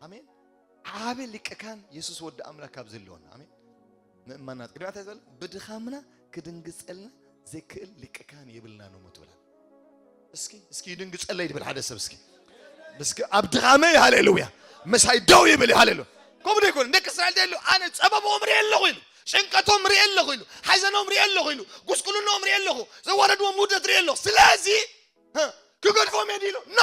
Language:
Tigrinya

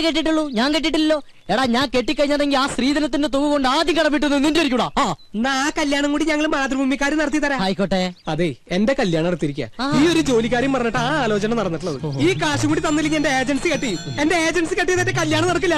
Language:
Malayalam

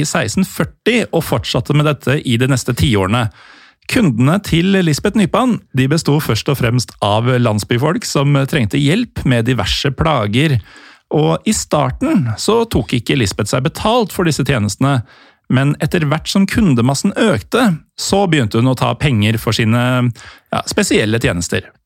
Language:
Norwegian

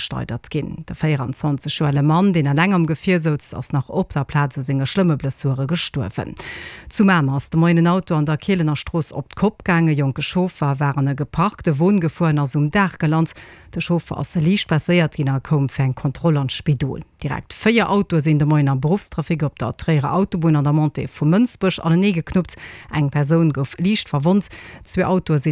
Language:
Luxembourgish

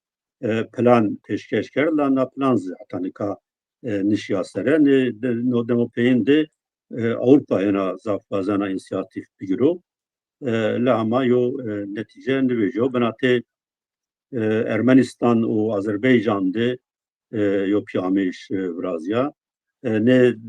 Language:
Zaza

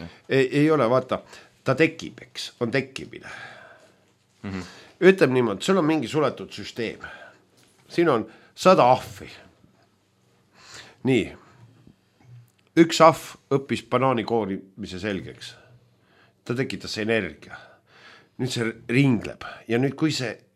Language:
Estonian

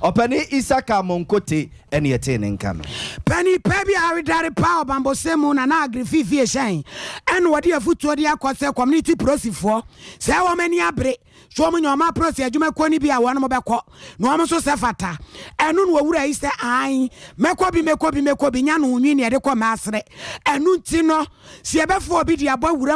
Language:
Akan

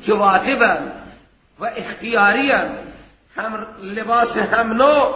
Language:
Persian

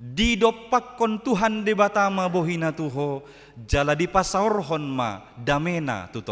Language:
Batak Toba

